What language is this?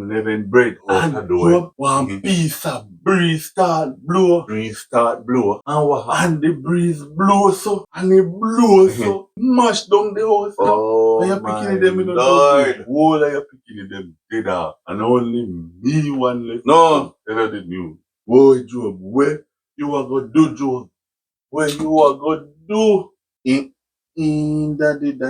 Jamaican Creole English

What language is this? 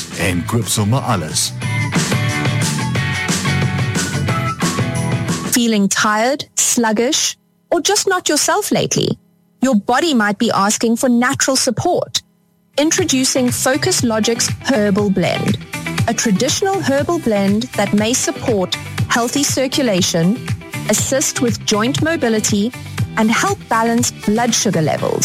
Afrikaans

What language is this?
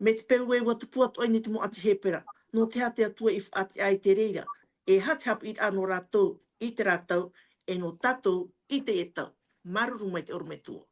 Tahitian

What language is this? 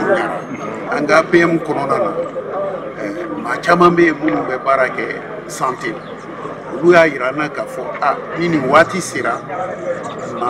Bambara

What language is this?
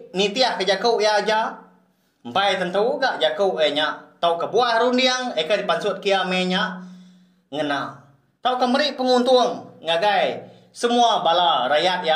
Iban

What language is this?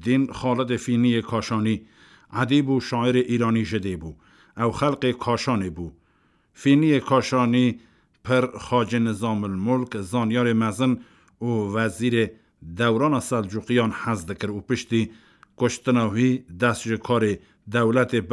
Kurdish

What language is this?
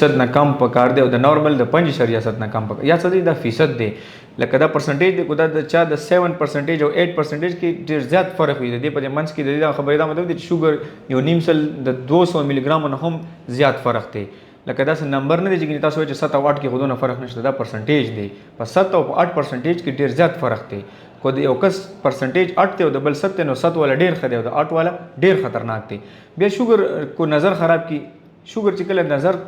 Pashto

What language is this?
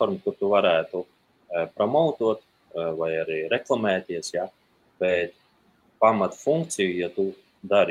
Latvian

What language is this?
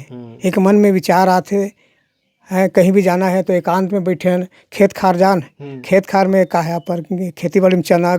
Chhattisgarhi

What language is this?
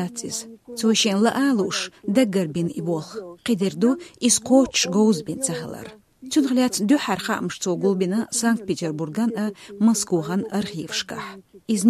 Chechen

